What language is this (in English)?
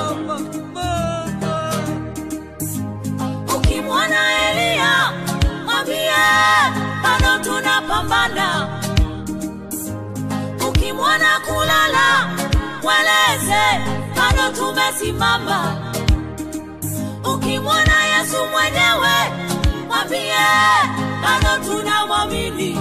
Swahili